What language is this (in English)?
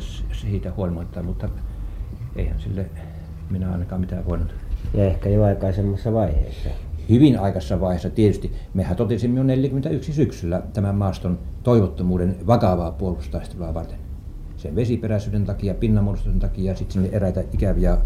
Finnish